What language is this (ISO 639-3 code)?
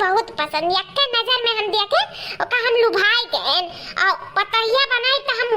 awa